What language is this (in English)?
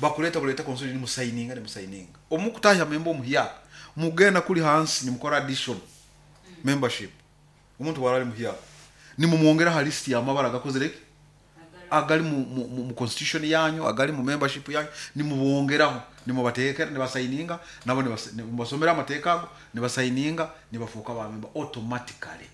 Nyoro